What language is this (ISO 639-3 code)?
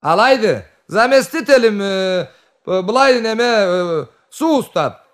krc